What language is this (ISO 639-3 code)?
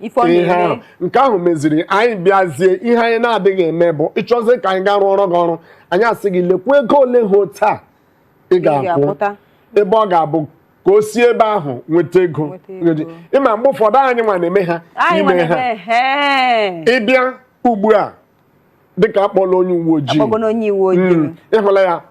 ibo